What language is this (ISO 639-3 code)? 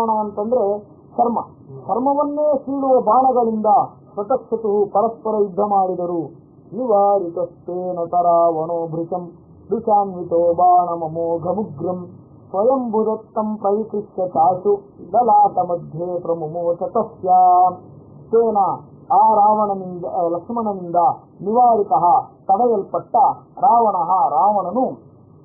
kan